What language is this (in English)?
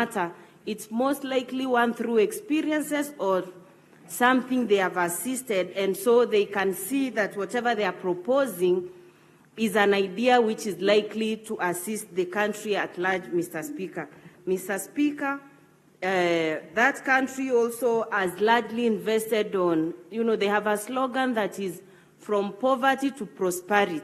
Gusii